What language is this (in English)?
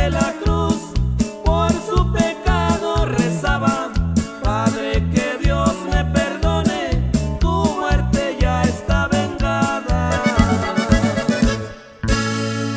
Spanish